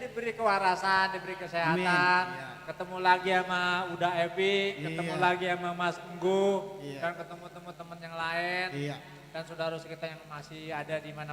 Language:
Betawi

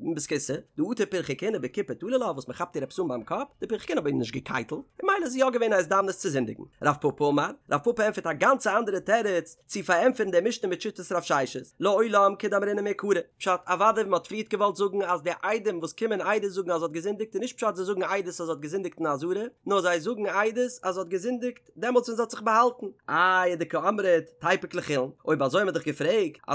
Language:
Yiddish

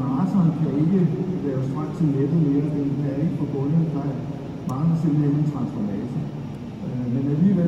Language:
Danish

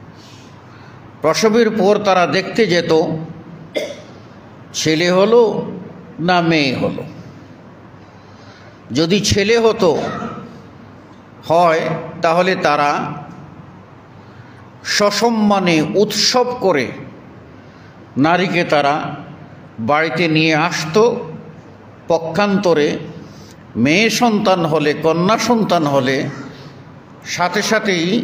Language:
Bangla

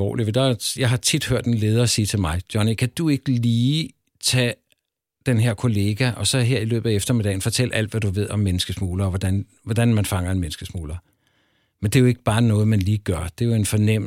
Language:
Danish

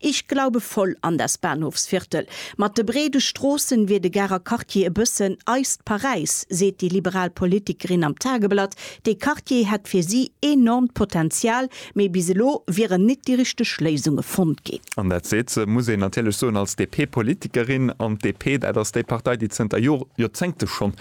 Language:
Luxembourgish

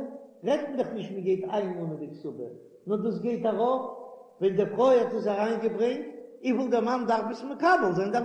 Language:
Yiddish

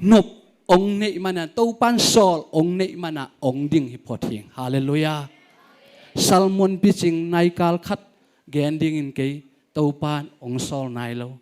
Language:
Tedim Chin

